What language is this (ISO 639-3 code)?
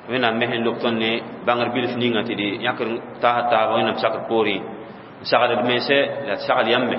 mos